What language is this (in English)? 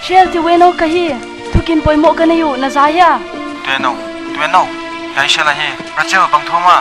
Paite Chin